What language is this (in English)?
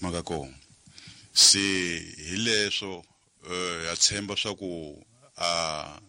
Tsonga